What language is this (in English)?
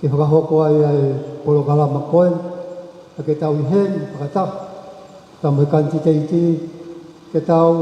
Tongan